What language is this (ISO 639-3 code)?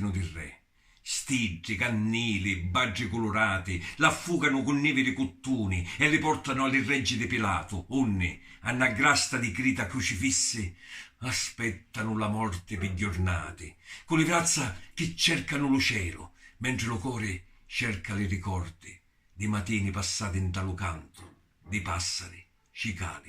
scn